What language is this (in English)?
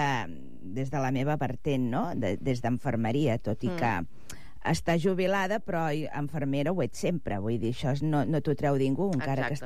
Catalan